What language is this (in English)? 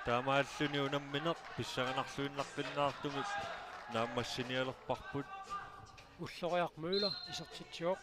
Kalaallisut